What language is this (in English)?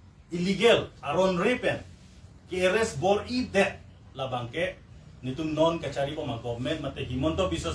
Karbi